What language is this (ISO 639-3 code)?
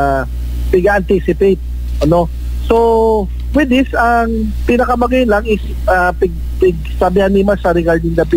bik